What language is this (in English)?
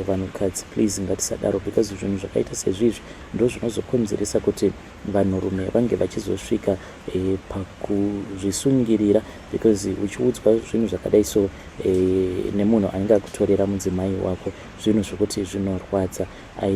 Shona